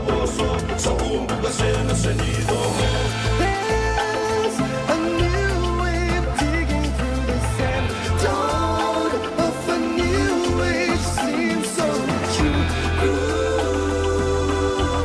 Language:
Fijian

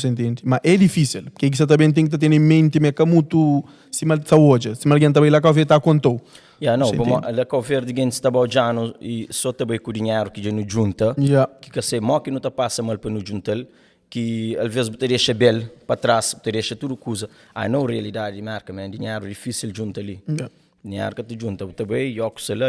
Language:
Kabuverdianu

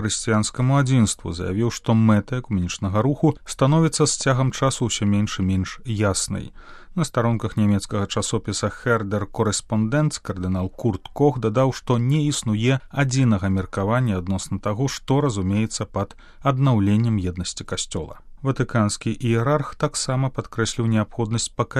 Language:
Belarusian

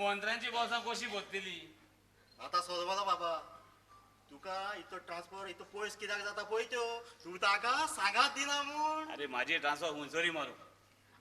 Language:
Konkani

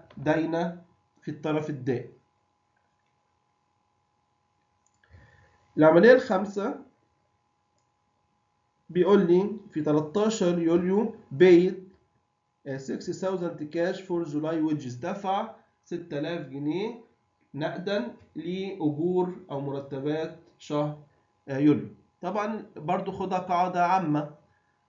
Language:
Egyptian Arabic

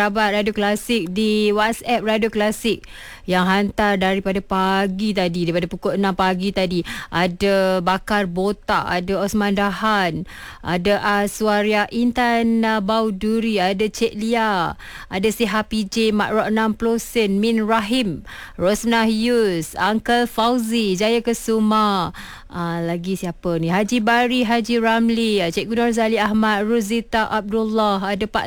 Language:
Malay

